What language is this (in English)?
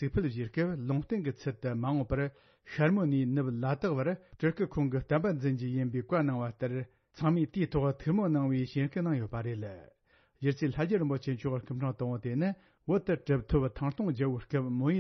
Tibetan